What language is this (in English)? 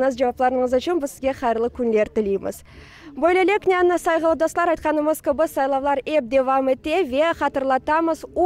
Crimean Tatar